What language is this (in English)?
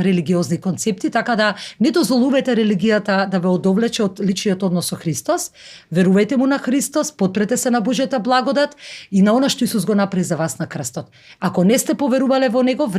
Macedonian